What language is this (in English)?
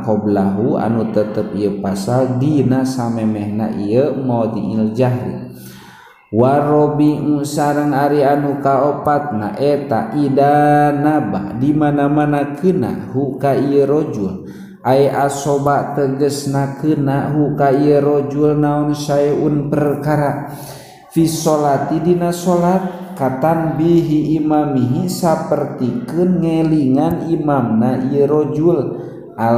Sundanese